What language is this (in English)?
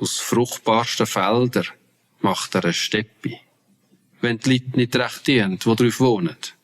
Swiss German